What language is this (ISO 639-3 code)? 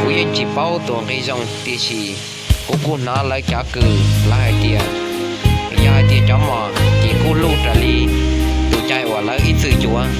hmn